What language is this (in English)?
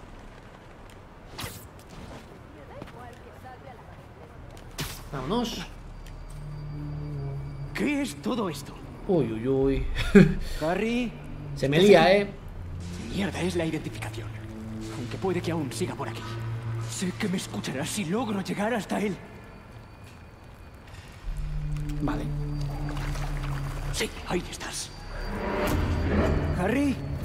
Spanish